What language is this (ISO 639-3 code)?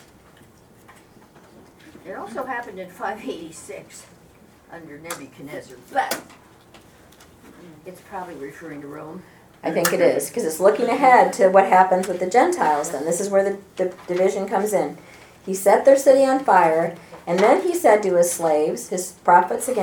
eng